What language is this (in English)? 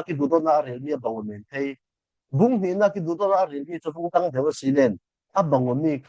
Falam Chin